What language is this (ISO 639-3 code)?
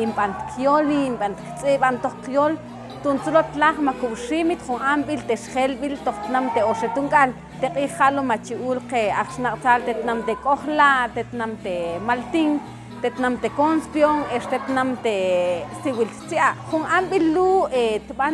mam